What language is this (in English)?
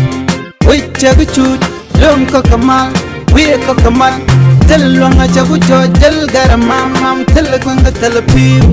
Nuer